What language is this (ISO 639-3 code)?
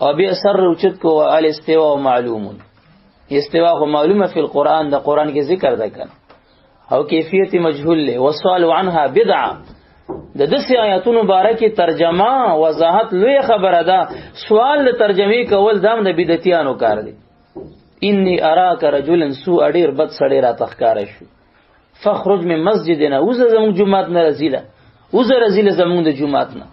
pus